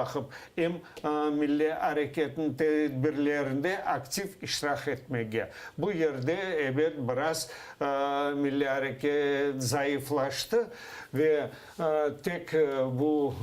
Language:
Crimean Tatar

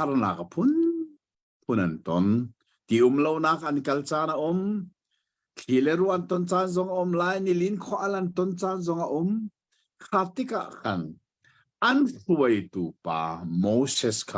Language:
Hakha Chin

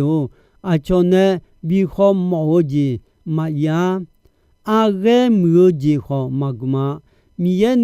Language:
Akha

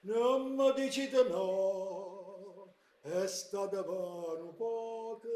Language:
Neapolitan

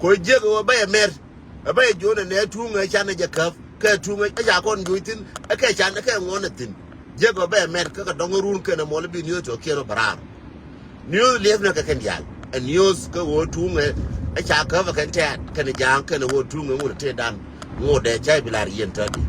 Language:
Nuer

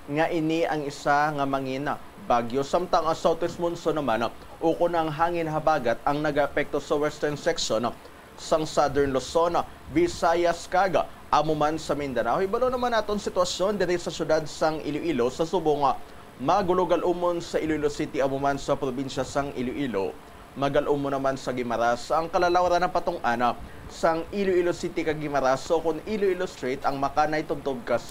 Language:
Hiligaynon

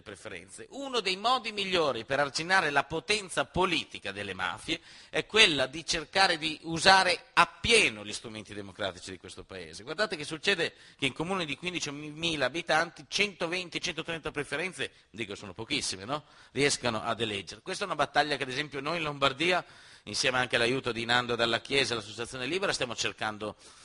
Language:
Italian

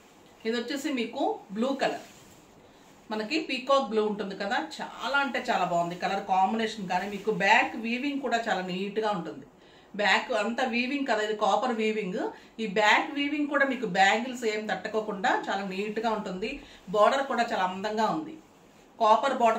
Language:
Telugu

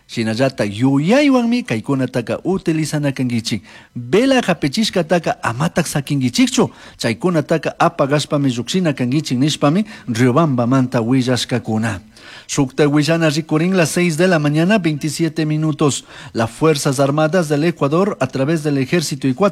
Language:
Chimborazo Highland Quichua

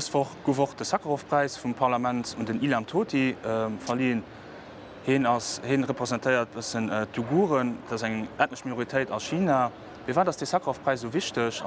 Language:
Luxembourgish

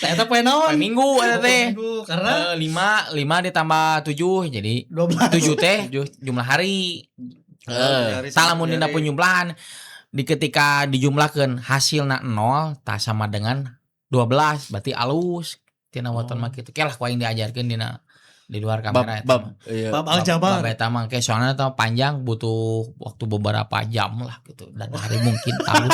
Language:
Sundanese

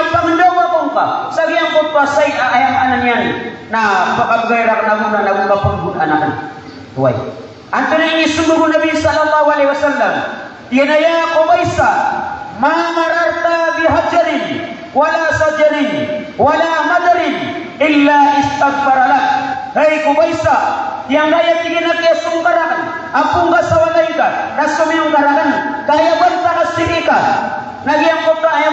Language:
Maranao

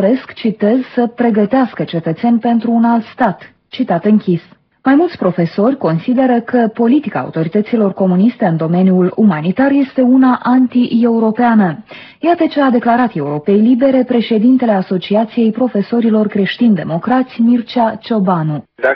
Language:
Romanian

